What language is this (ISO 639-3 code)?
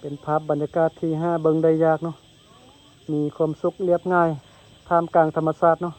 lao